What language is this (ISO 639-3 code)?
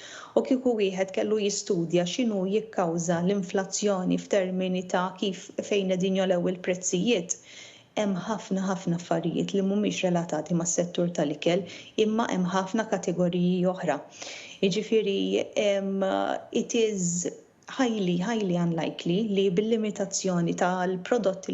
mlt